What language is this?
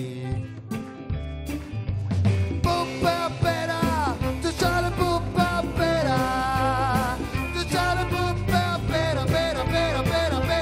Italian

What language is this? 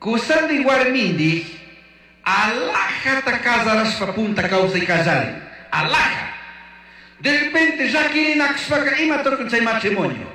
Chimborazo Highland Quichua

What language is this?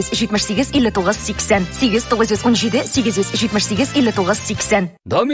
Tatar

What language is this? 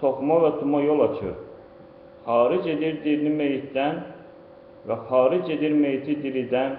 Azerbaijani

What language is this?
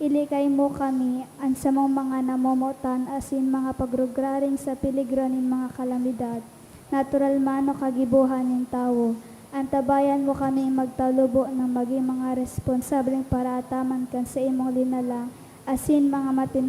Bikol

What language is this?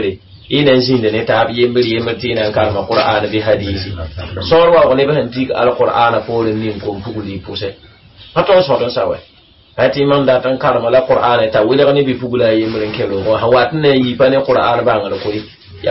Mossi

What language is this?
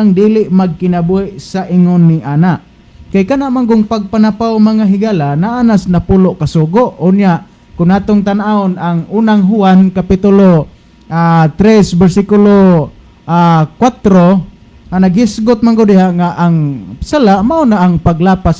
Cebuano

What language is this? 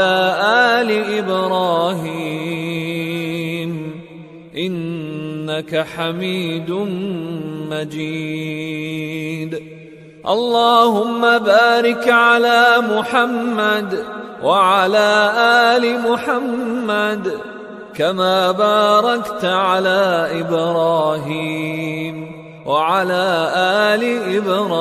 Arabic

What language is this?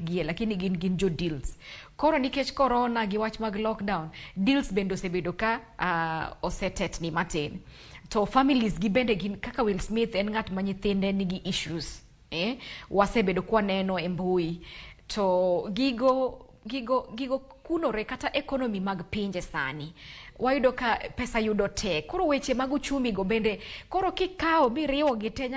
Luo (Kenya and Tanzania)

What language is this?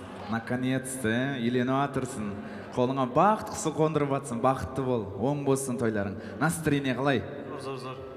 Kara-Kalpak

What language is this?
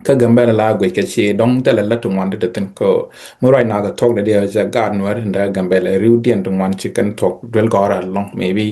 Nuer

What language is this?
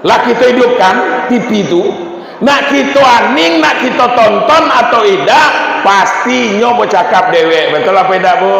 Minangkabau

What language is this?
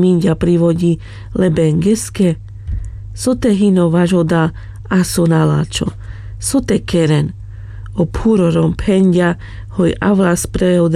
Carpathian Romani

